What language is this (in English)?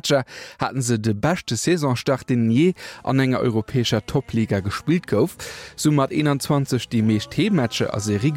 Luxembourgish